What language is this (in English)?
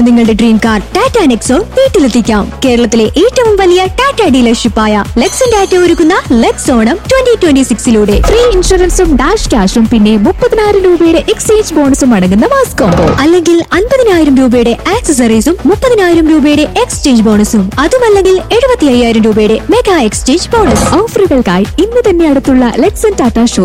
Malayalam